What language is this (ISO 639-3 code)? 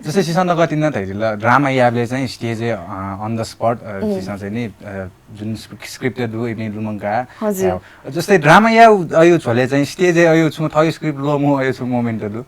new